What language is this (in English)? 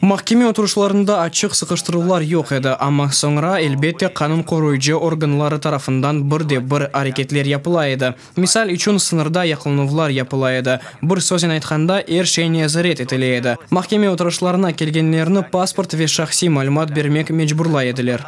Crimean Tatar